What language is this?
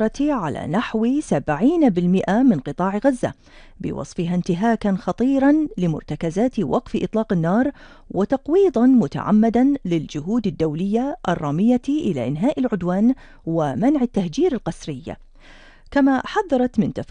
Arabic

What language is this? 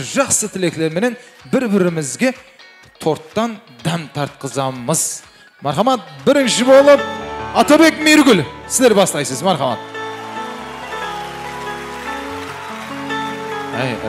Kara-Kalpak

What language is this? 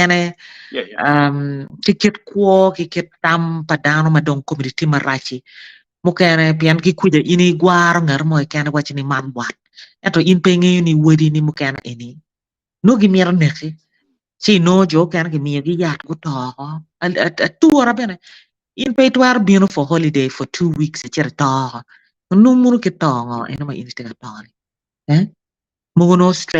Acoli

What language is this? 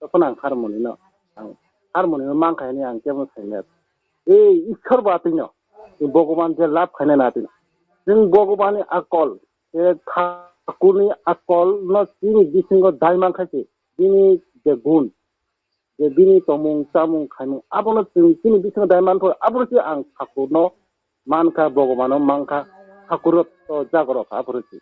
Kok Borok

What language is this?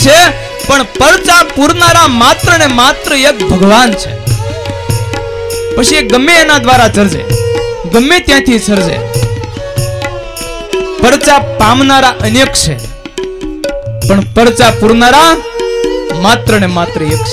Gujarati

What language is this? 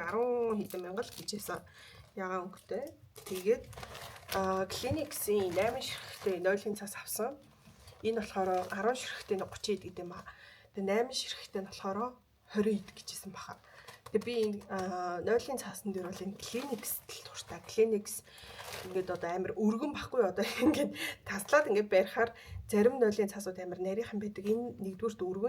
Mongolian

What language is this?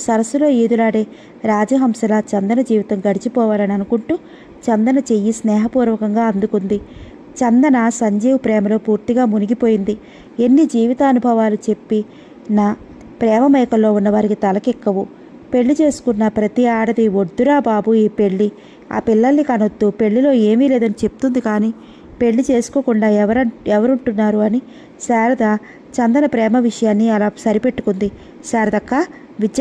Telugu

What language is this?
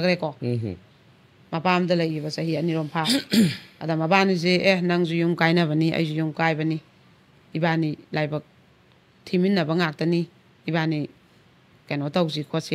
Manipuri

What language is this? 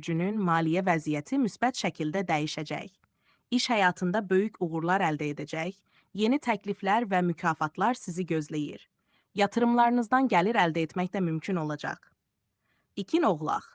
Azerbaijani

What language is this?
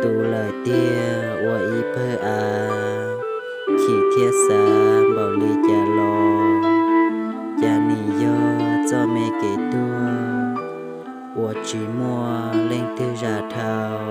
Hmong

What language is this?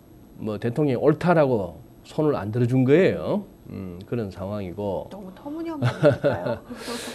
Korean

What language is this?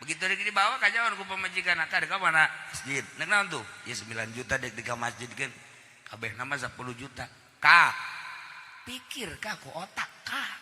Sundanese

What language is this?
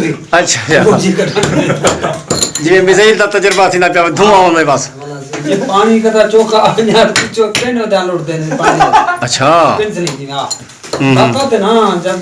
Saraiki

